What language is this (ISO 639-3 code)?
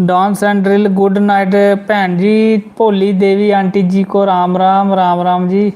doi